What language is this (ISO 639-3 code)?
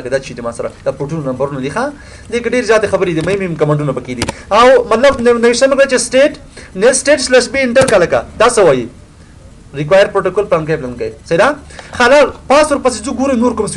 pus